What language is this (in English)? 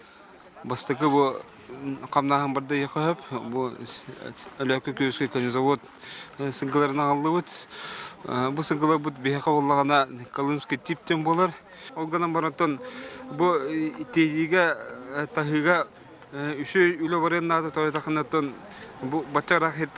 Yakut